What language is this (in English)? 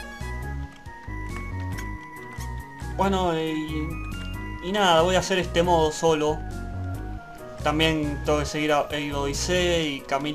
Spanish